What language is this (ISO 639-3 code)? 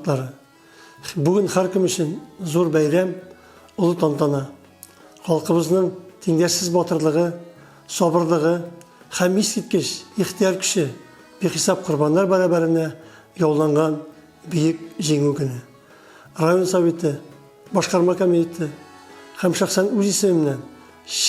tat